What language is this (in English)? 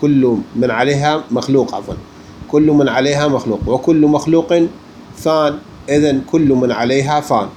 Mesopotamian Arabic